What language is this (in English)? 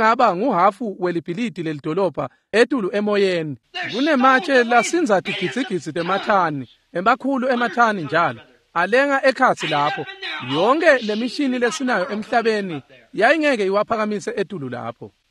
Swati